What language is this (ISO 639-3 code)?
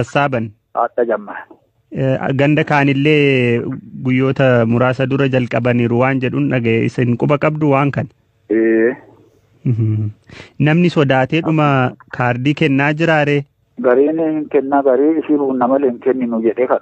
orm